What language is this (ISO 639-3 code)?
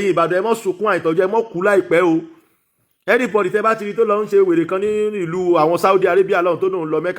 yor